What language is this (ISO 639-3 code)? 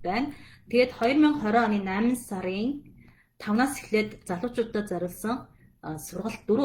mon